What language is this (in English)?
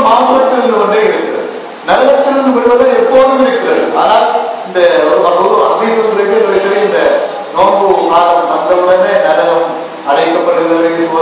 Tamil